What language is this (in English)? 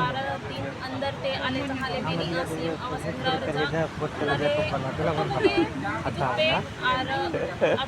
Santali